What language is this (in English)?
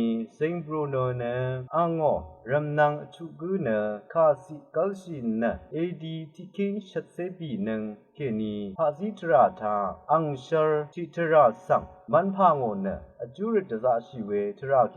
Rawang